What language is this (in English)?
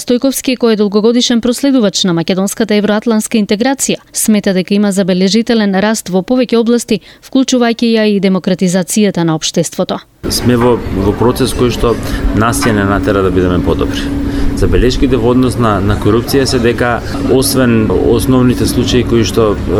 Macedonian